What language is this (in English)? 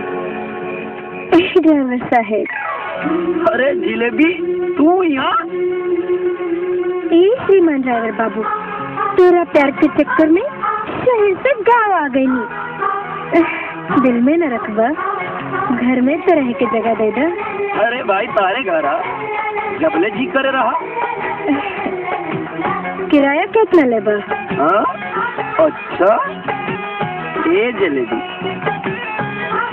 Bhojpuri